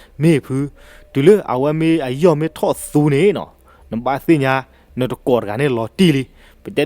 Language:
S'gaw Karen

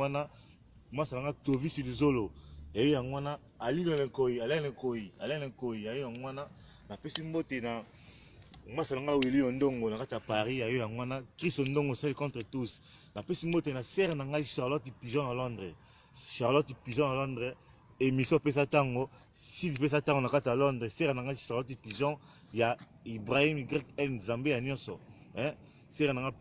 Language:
Lingala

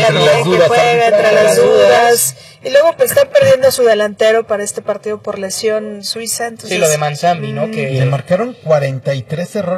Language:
Spanish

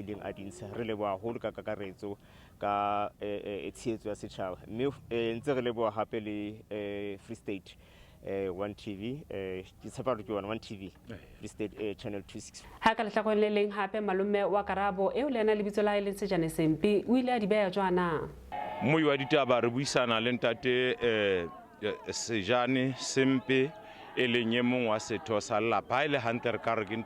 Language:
Southern Sotho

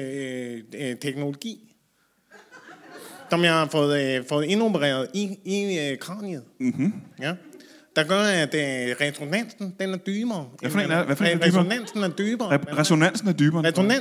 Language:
Danish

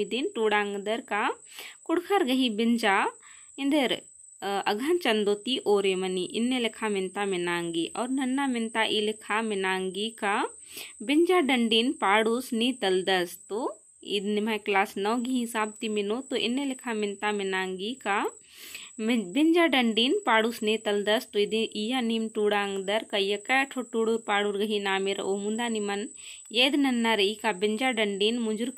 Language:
Kurukh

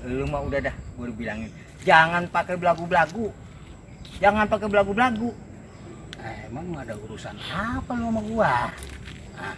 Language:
Betawi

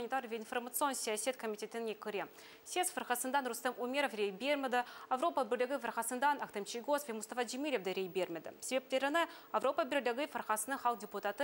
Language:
Crimean Tatar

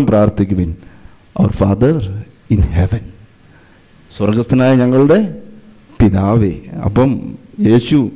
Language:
Malayalam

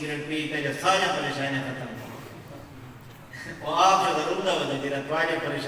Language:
Saraiki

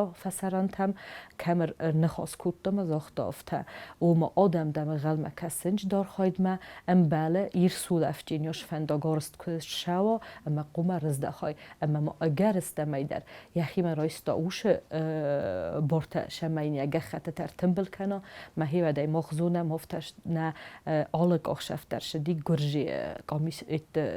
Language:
Ossetic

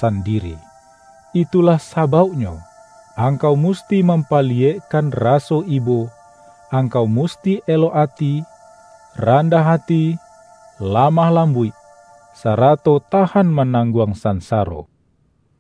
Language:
Minangkabau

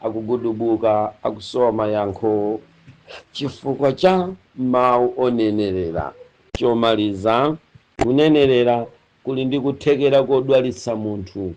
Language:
Nyanja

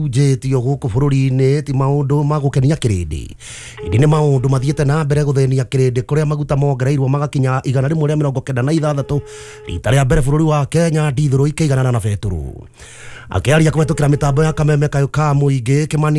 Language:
Kikuyu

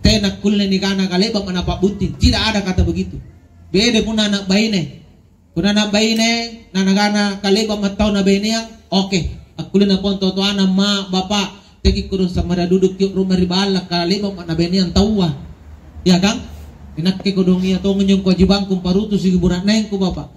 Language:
Makasar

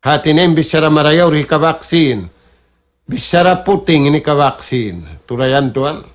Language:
Tausug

